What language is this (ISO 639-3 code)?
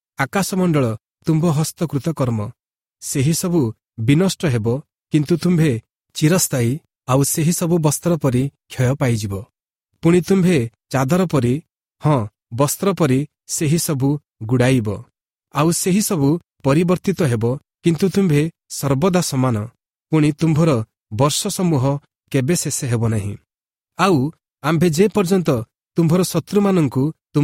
ori